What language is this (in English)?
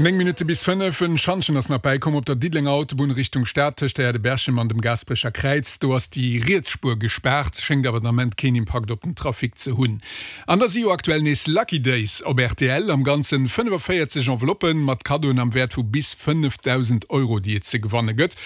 Luxembourgish